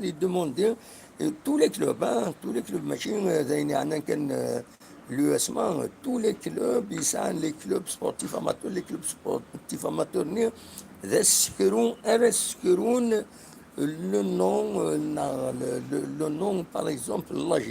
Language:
Kabyle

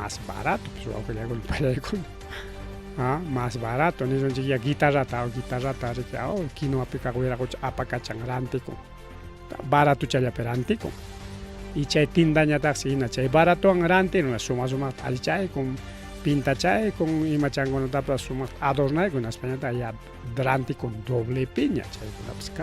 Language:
Ayacucho Quechua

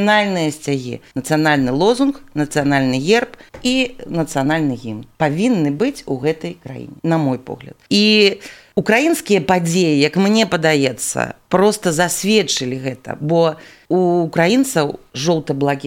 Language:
Belarusian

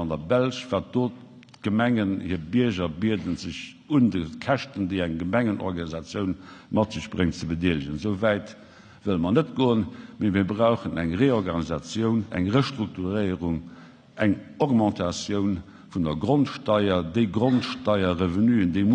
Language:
Luxembourgish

